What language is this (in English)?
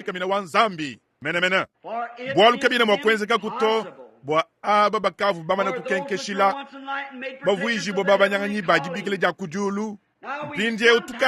Luba-Lulua